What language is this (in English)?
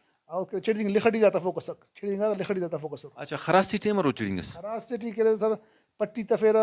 Brahui